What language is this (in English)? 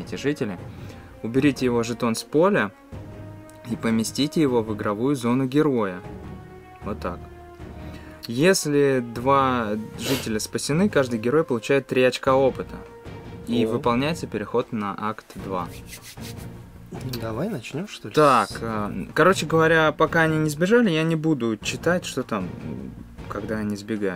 Russian